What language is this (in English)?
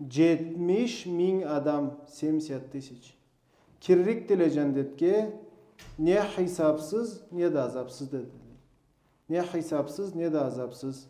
Karachay-Balkar